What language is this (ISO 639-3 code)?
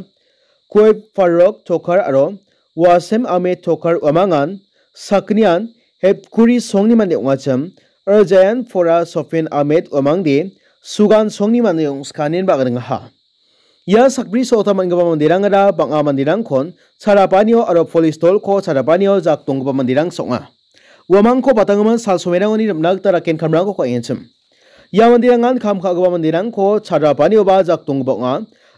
grt